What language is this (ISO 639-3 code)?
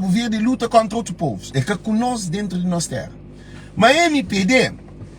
kea